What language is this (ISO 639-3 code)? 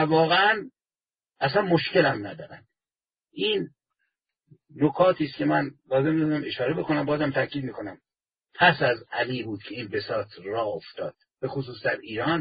fas